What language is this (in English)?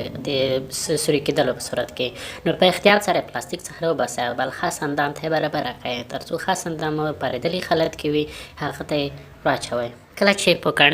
Pashto